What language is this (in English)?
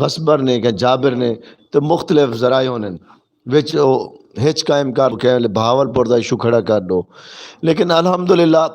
Saraiki